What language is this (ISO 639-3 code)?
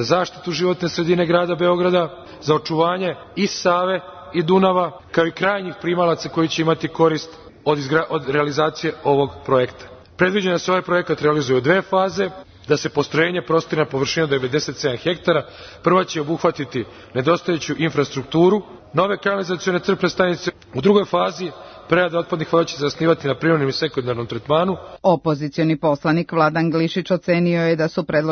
srp